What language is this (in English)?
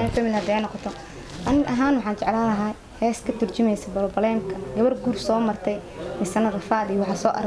Somali